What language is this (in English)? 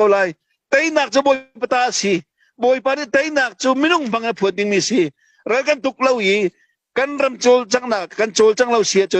Hakha Chin